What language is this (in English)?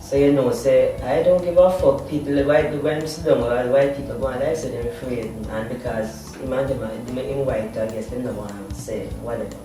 Jamaican Creole English